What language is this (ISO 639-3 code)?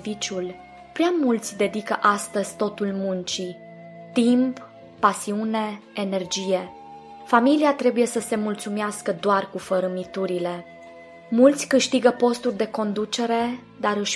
ron